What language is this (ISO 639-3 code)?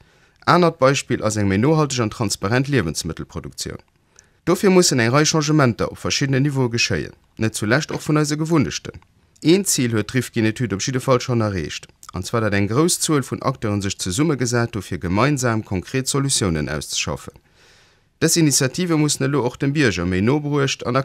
ltz